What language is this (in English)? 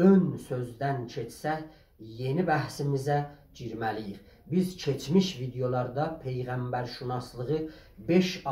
South Azerbaijani